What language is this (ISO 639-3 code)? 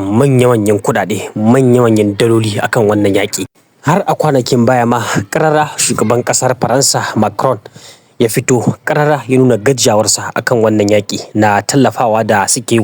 hau